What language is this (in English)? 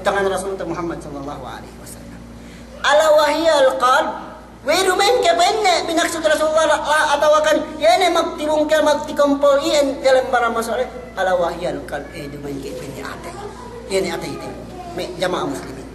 Yakan